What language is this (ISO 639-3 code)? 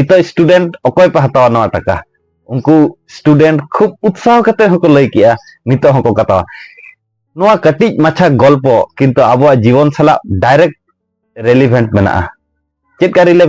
sat